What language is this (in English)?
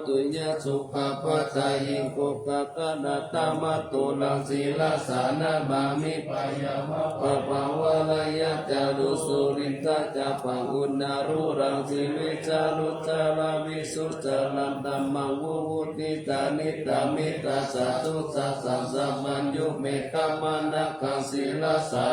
Pali